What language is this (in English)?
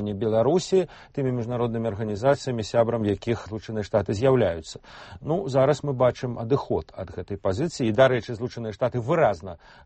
Belarusian